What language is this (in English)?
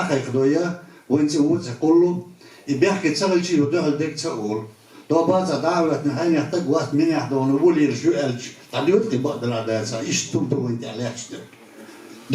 Chechen